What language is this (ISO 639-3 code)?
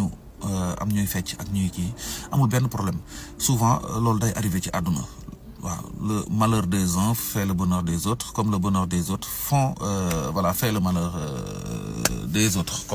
wol